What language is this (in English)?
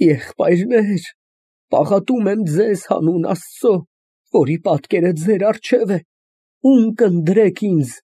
Armenian